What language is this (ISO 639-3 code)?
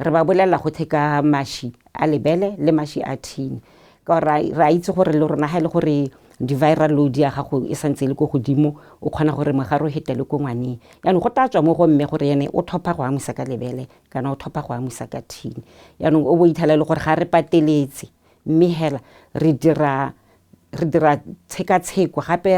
tsn